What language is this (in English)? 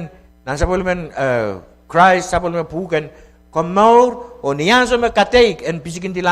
Pohnpeian